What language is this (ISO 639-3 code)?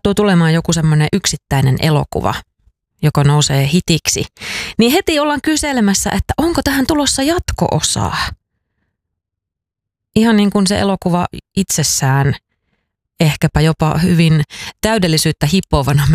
fin